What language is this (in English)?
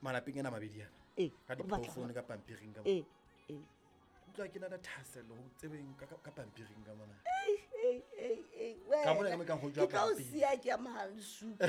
Southern Sotho